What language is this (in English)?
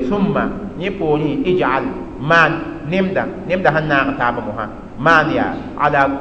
Mossi